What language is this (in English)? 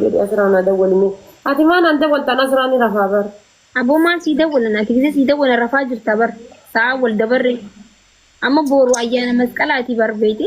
Oromo